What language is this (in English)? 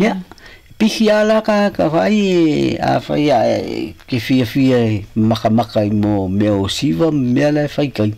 Samoan